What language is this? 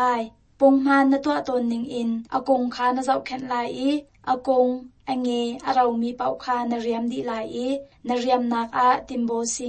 Hakha Chin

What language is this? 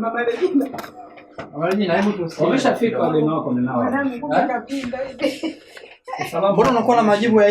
Swahili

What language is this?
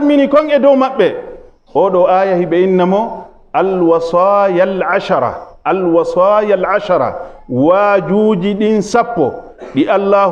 Fula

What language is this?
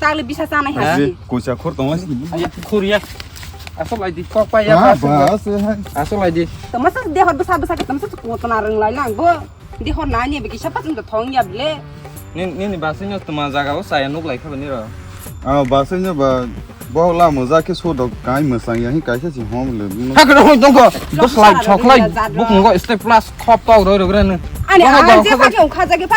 Kok Borok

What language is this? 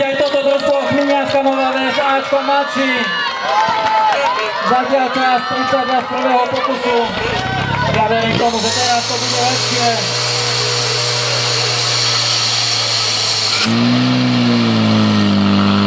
Slovak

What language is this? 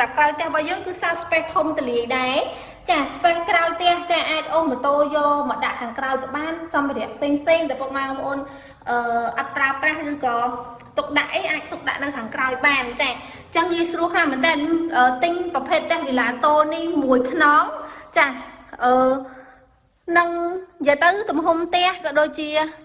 Khmer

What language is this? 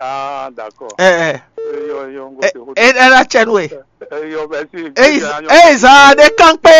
Fon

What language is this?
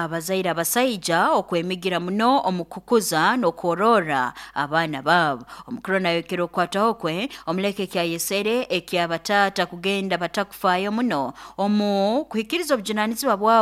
Nyoro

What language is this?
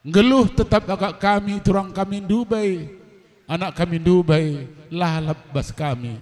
Batak Karo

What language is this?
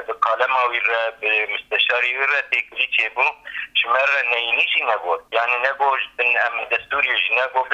Kurdish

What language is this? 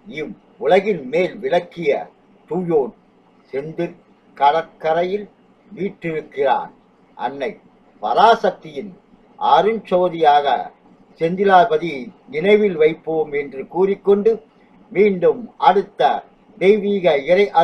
Tamil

